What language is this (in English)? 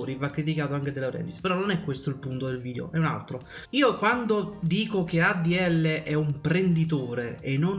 Italian